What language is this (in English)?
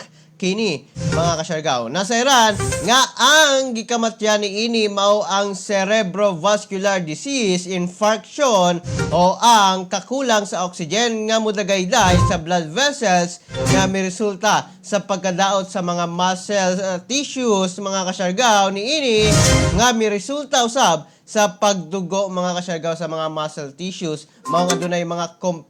Cebuano